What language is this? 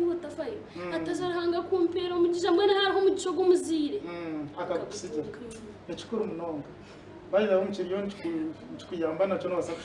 Nyankole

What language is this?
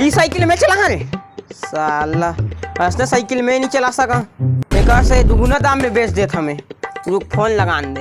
Chhattisgarhi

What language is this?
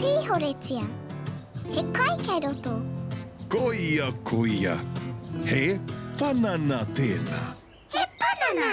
Māori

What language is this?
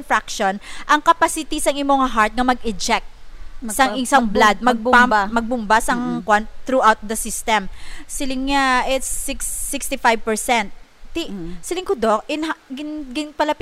Hiligaynon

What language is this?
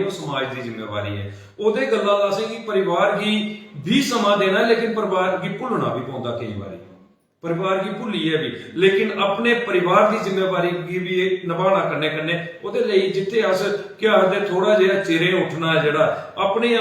Dogri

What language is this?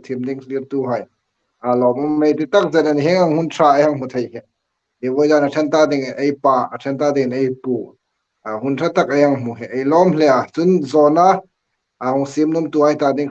Hmar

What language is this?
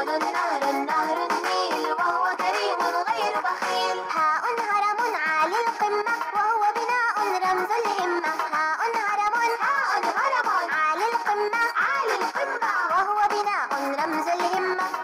Arabic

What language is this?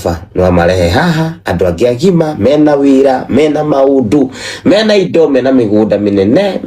Kikuyu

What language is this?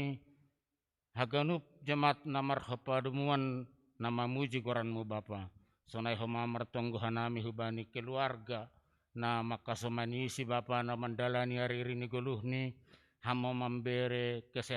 Batak Simalungun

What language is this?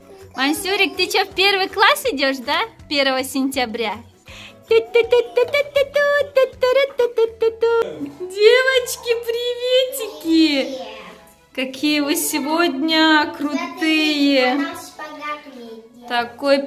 Russian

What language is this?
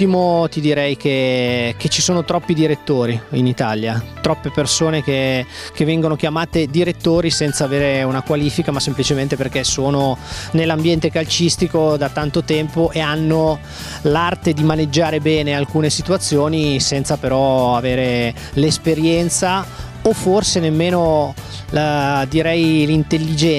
Italian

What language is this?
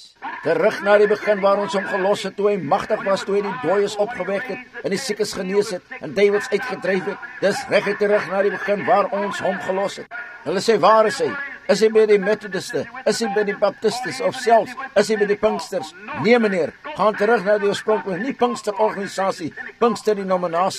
Afrikaans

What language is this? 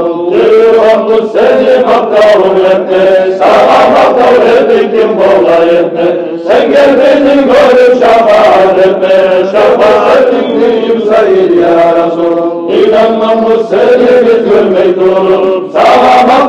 Kumyk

